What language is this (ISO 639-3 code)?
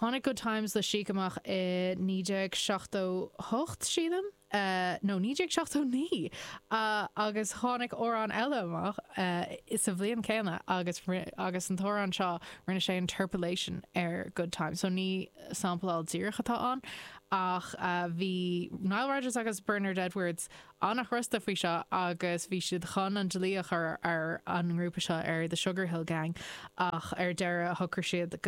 gle